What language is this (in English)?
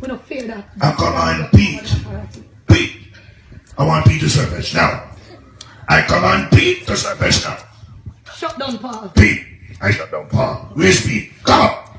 Jamaican Creole English